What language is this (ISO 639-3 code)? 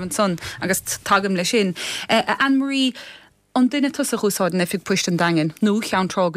gle